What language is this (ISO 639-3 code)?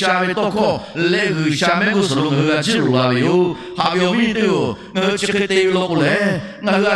lhu